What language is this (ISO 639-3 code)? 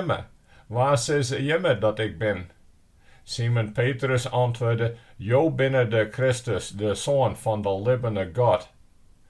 fry